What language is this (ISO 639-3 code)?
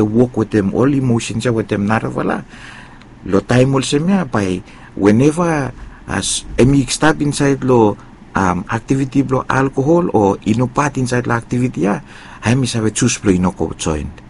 bis